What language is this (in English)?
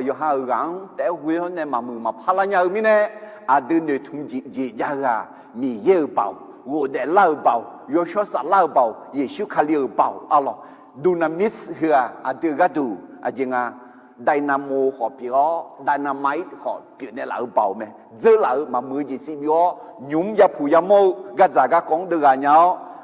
Akha